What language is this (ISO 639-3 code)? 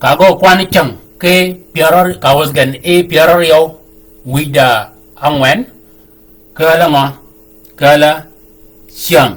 shk